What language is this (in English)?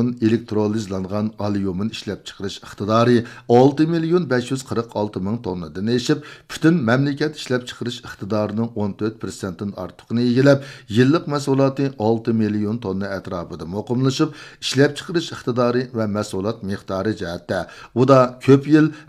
Uyghur